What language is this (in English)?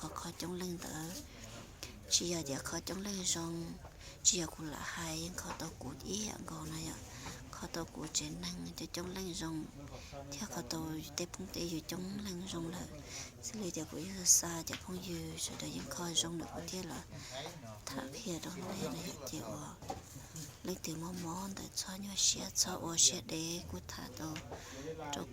Hmong